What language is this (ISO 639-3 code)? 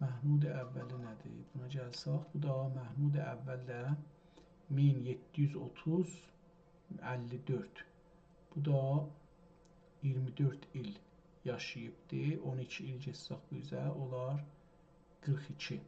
azb